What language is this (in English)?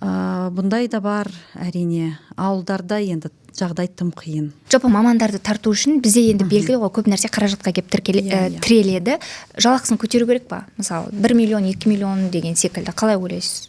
Kazakh